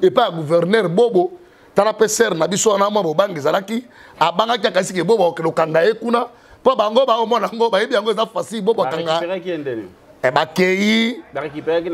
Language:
Lingala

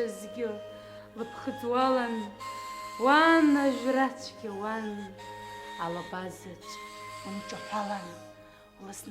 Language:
Abkhazian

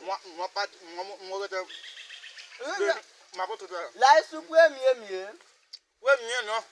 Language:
Haitian Creole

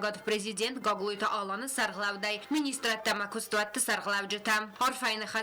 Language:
Ossetic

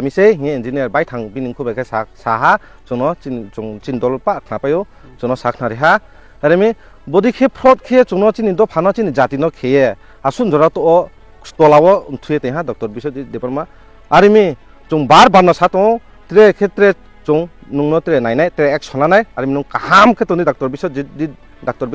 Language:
Kok Borok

